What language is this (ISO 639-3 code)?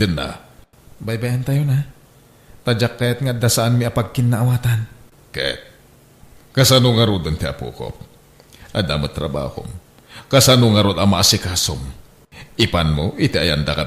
ilo